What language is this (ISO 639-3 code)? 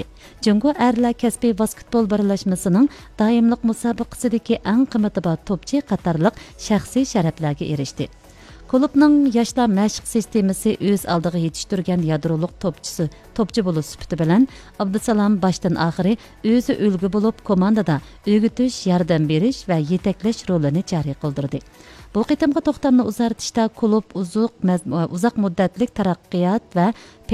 uig